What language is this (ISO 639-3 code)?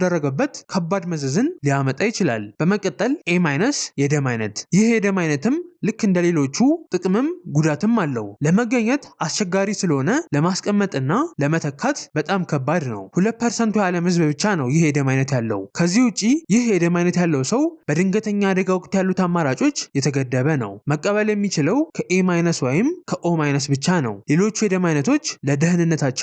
amh